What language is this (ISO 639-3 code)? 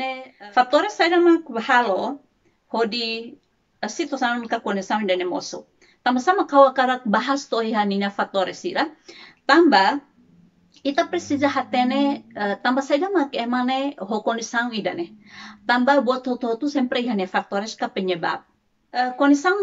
tet